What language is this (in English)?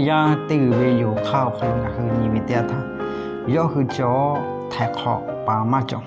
Lahu